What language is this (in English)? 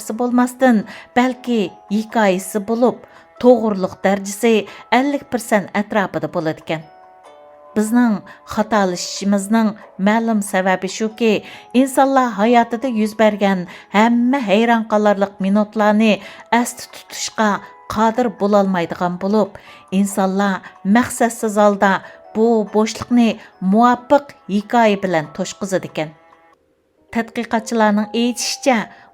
Uyghur